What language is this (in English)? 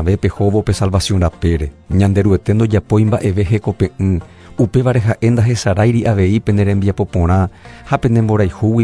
Guarani